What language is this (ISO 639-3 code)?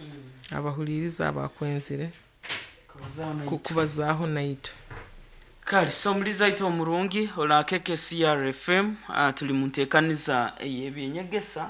nyo